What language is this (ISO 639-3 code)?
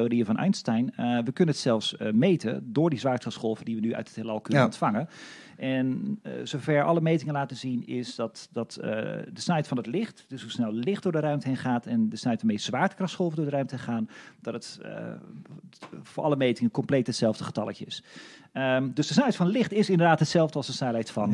nld